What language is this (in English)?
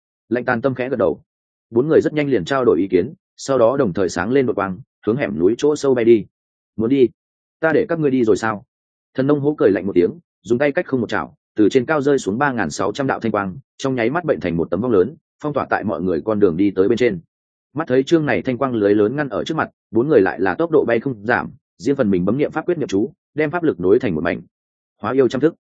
Vietnamese